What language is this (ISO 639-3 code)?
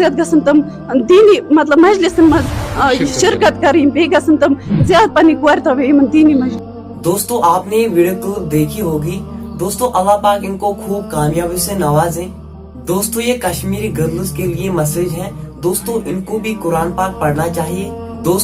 kas